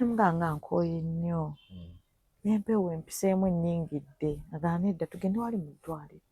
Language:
Ganda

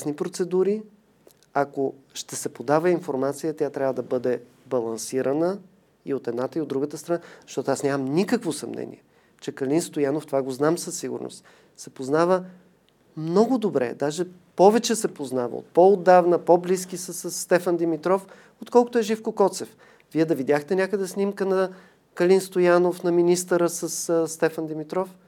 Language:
Bulgarian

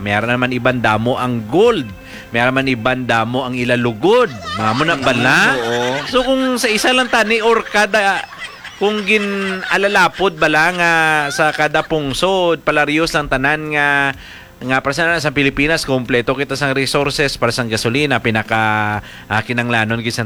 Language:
Hiligaynon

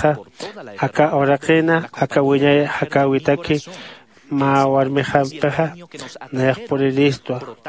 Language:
Aymara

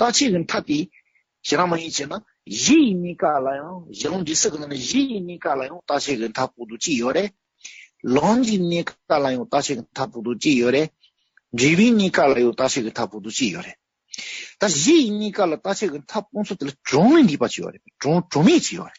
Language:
Tibetan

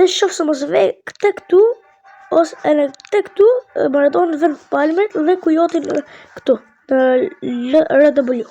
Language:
Albanian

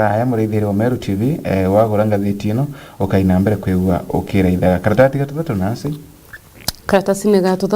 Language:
Meru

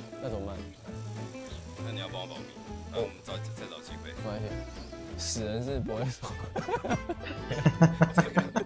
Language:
Chinese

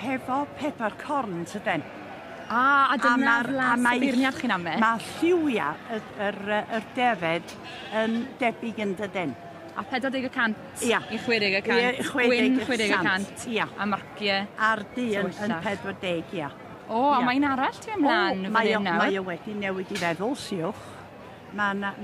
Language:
Welsh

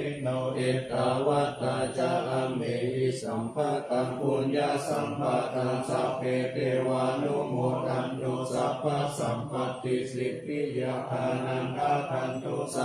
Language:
Pali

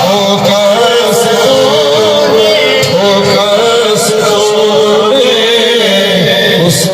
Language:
Saraiki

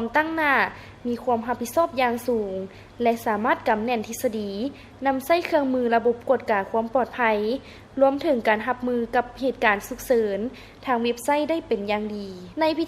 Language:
Lao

